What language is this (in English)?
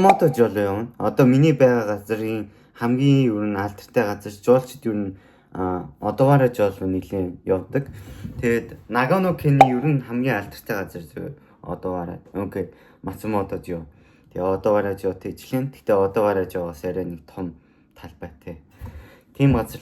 Mongolian